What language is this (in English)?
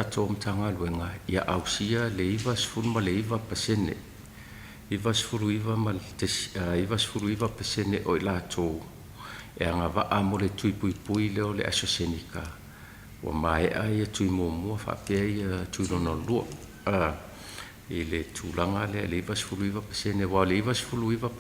Samoan